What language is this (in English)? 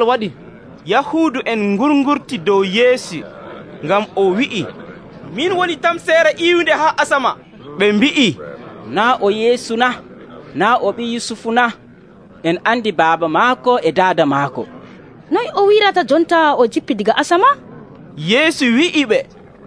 Nigerian Fulfulde